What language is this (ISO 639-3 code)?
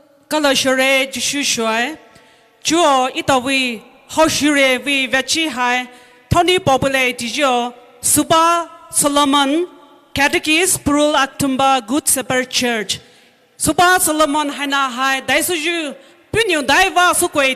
pmx